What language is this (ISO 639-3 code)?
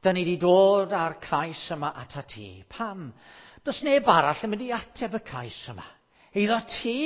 cym